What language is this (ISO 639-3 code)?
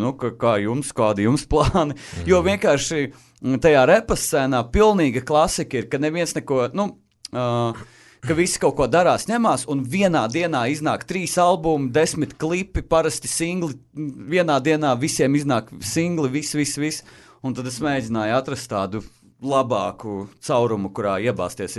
lav